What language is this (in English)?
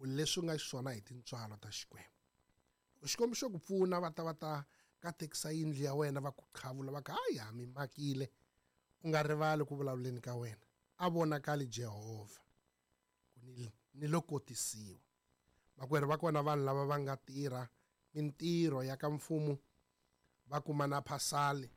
Tsonga